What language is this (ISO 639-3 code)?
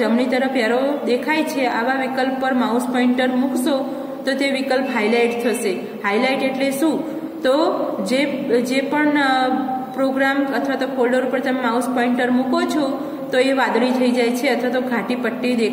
guj